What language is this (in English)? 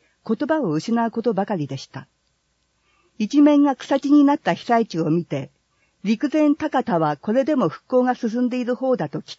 Japanese